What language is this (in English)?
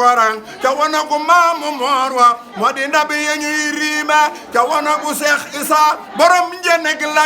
Wolof